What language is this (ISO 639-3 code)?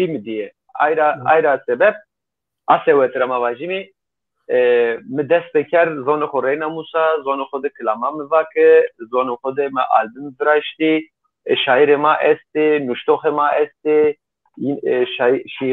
zza